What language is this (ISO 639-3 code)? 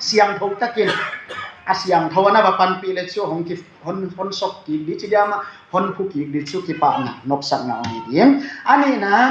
ctd